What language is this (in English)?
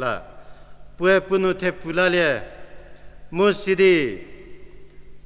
Angami Naga